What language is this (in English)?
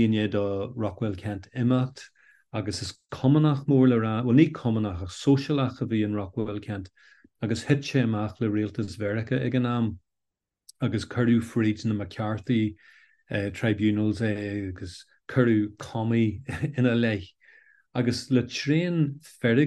Irish